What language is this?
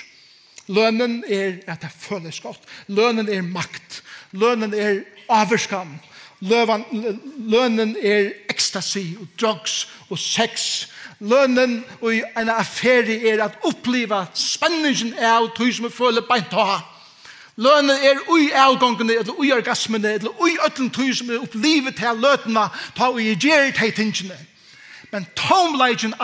Faroese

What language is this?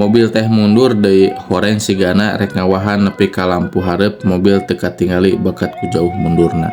Sundanese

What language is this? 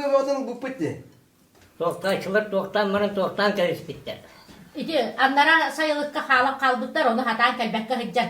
Yakut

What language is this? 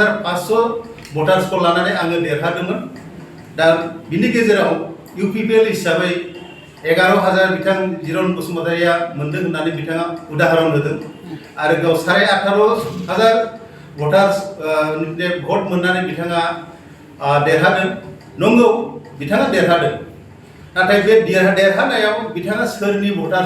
Bodo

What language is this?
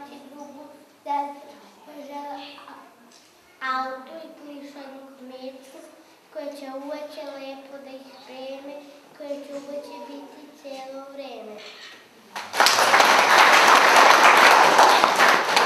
Serbian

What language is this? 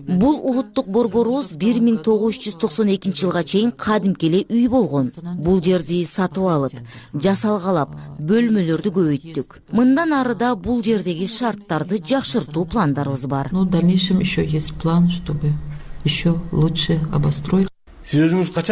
Kyrgyz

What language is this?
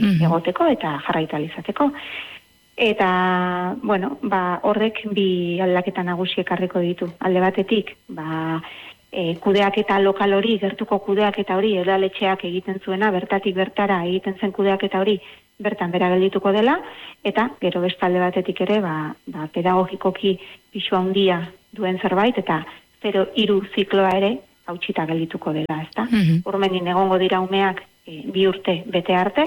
Basque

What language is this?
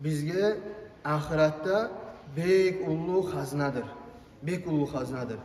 Kumyk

